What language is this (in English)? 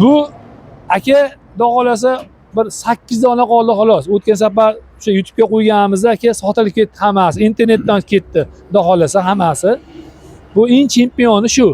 Uzbek